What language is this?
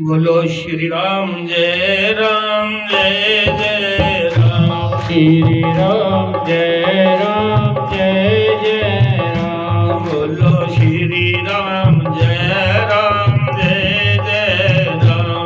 Dogri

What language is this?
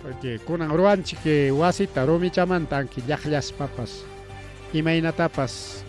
Ayacucho Quechua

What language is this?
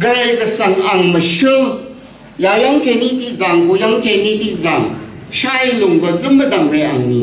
Rawang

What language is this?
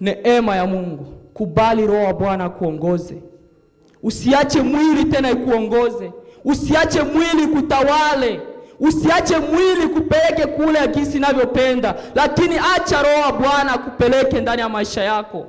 Swahili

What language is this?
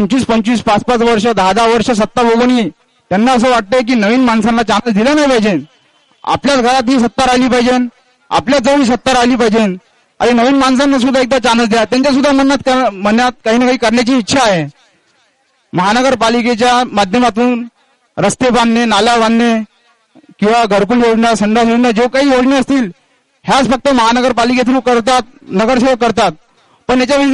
Marathi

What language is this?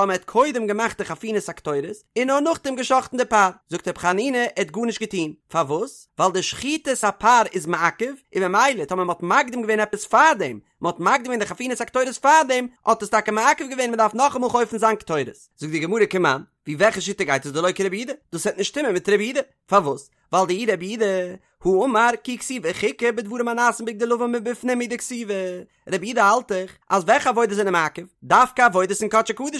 Yiddish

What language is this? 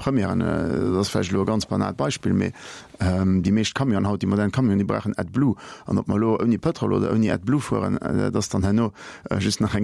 Luxembourgish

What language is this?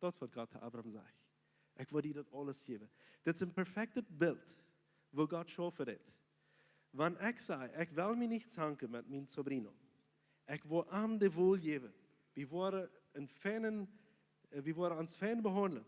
Plautdietsch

